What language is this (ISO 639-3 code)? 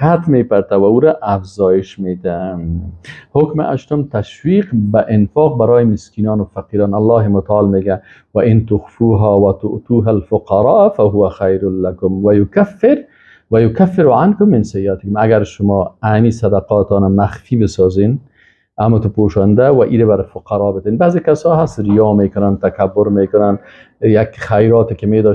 fas